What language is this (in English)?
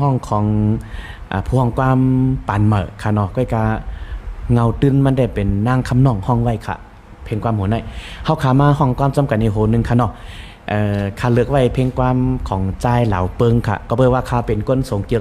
Shan